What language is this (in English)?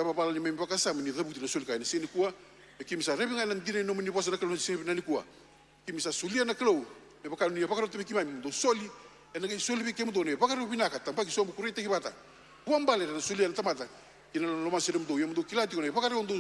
Fijian